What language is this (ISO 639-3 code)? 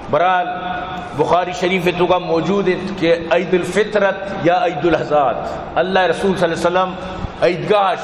bal